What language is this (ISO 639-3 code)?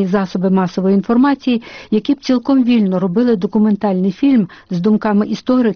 ukr